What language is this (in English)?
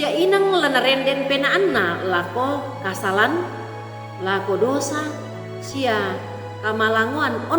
Toraja-Sa'dan